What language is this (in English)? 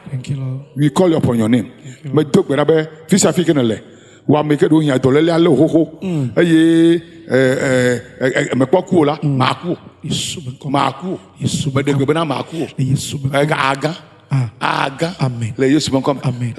Ewe